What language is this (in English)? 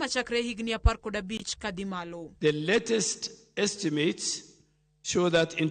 Luo (Kenya and Tanzania)